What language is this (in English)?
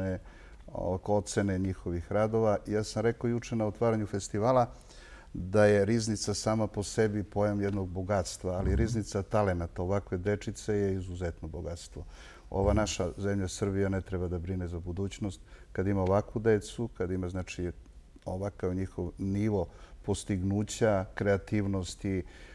Serbian